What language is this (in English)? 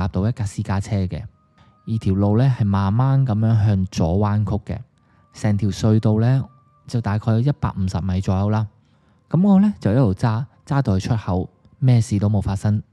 Cantonese